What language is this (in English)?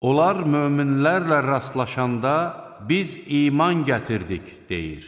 Azerbaijani